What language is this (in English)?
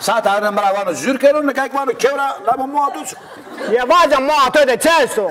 Zaza